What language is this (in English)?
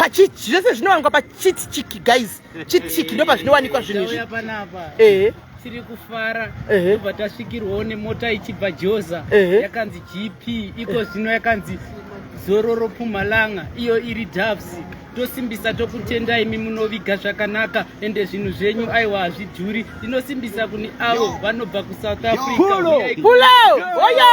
Shona